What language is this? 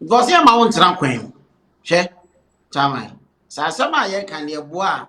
Akan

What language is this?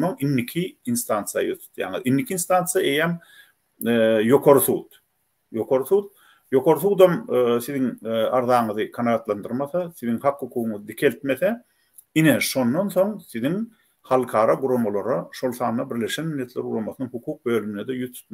Turkmen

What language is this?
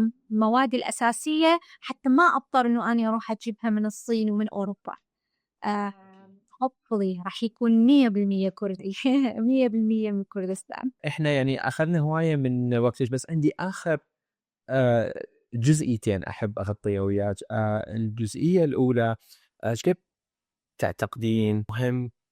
Mesopotamian Arabic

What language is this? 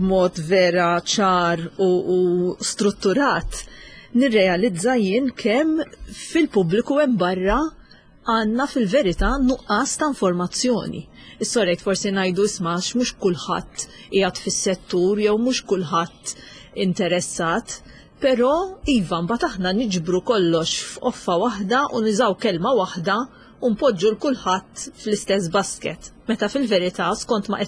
Maltese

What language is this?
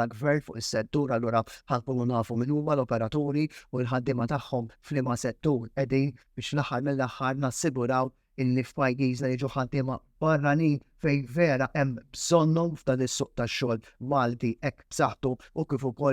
Maltese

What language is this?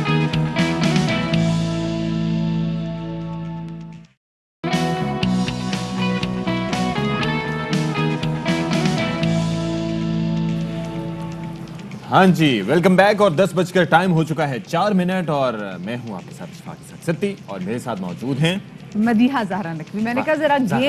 Urdu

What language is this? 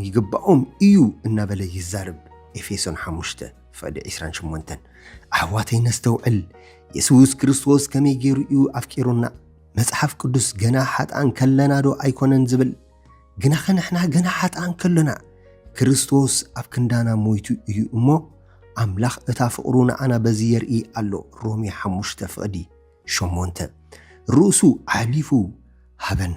Tigrinya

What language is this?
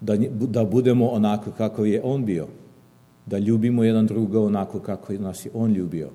Serbian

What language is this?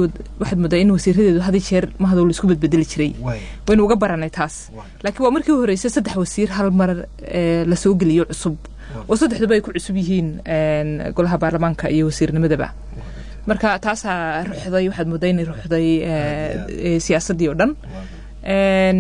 Somali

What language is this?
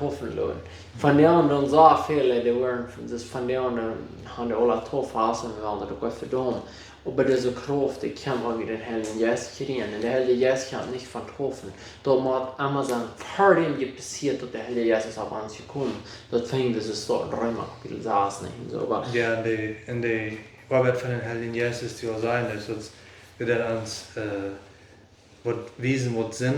Plautdietsch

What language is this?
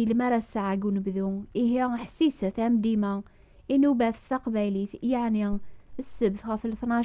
Kabyle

